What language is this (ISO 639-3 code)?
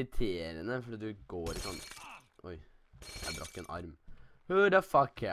nor